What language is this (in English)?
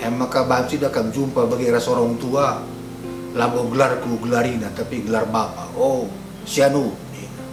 Batak Karo